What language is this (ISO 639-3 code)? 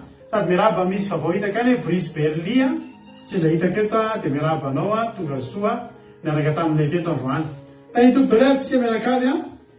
mlg